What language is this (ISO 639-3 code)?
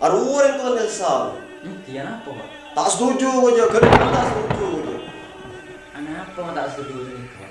mad